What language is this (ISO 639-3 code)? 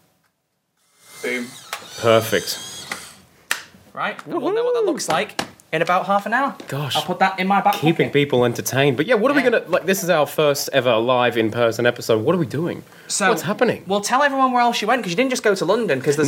eng